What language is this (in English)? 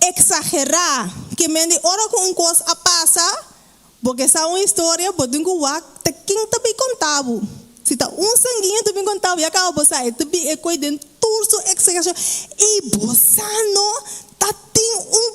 Papiamento